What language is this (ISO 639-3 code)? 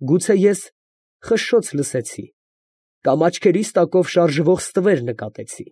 hye